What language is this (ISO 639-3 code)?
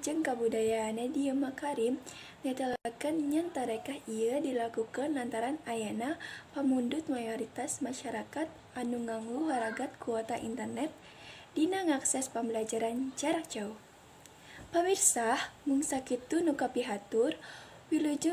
sun